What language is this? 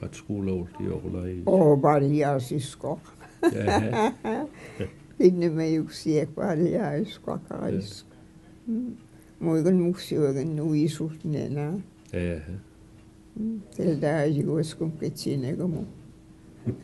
Mi'kmaw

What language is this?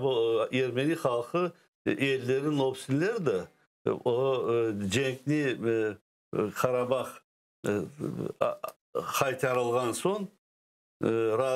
Crimean Tatar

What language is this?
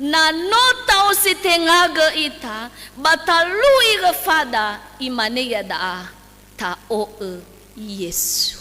Nias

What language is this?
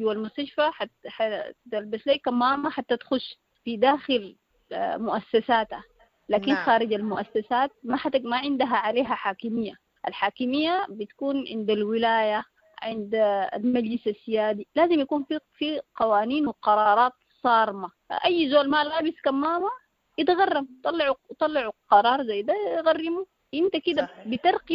Sudanese Arabic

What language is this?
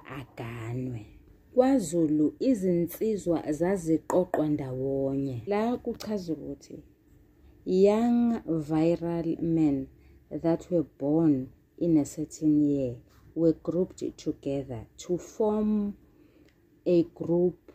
Zulu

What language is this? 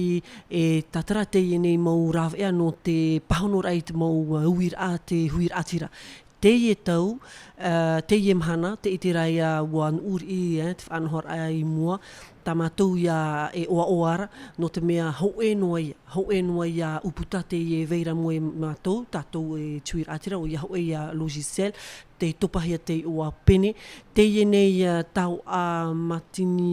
Tahitian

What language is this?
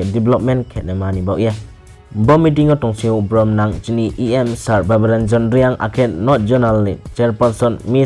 Riang (India)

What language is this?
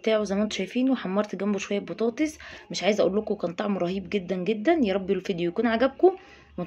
Egyptian Arabic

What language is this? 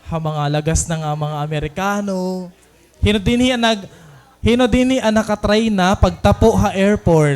Waray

